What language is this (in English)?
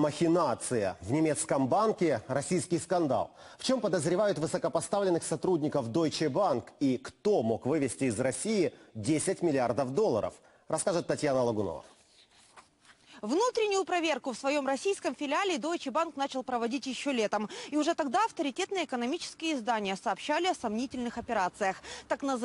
Russian